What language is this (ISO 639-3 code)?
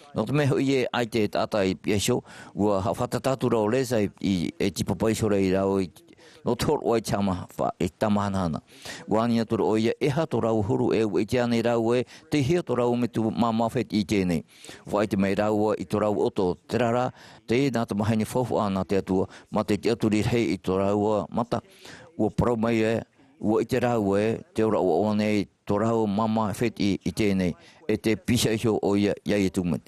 tah